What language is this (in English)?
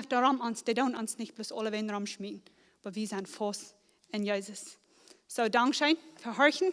Plautdietsch